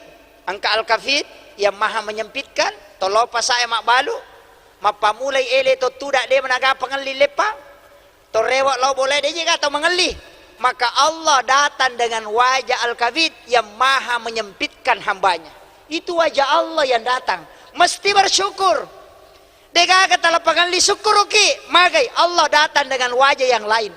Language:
Buginese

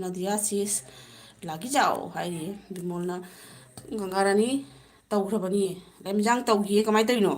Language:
Manipuri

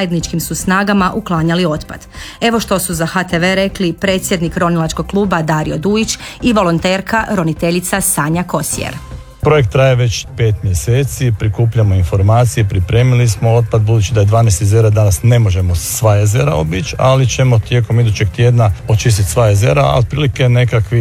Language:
Croatian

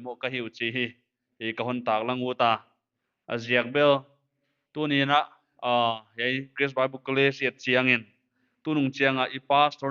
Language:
Paite Chin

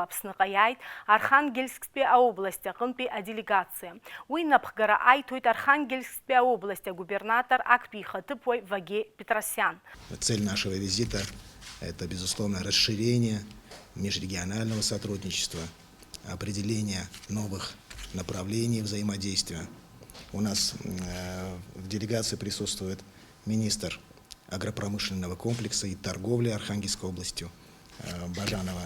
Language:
Abkhazian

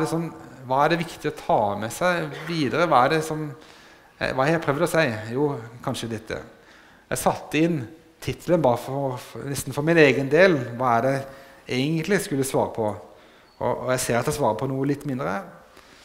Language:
Norwegian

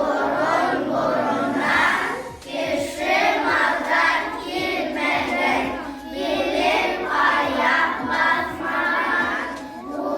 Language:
Bashkir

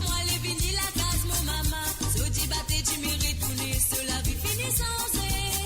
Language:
Morisyen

